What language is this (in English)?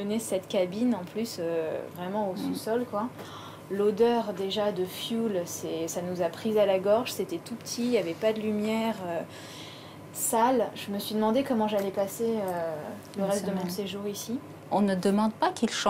French